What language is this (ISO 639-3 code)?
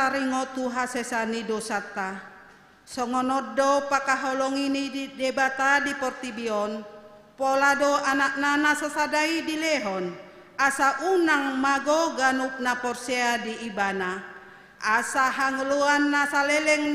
bbc